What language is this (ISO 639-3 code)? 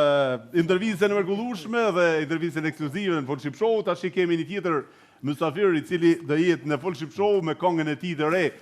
sqi